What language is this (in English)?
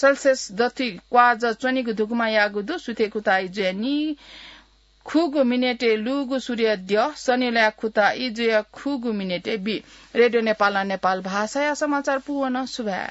Newari